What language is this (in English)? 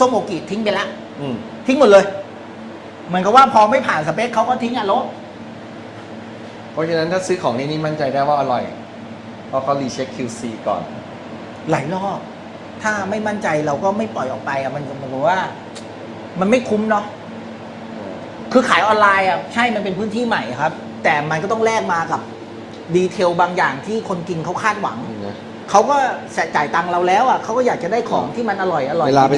Thai